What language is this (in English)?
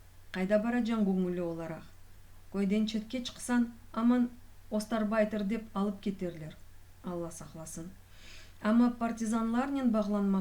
Crimean Tatar